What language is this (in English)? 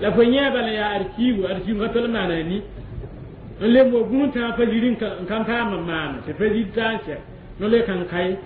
Mossi